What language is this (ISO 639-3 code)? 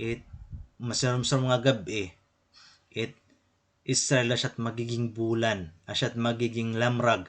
war